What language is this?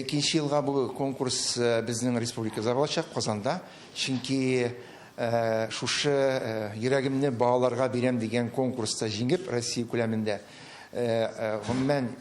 Tatar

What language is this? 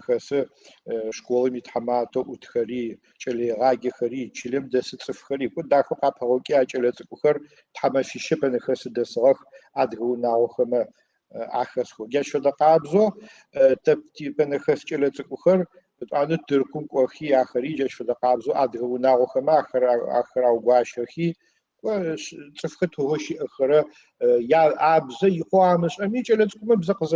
Adyghe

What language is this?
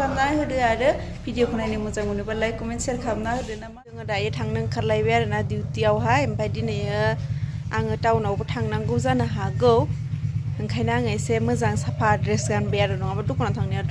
Bodo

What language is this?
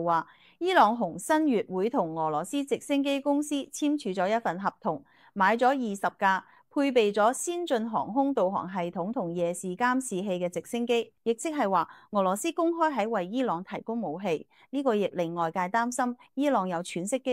Cantonese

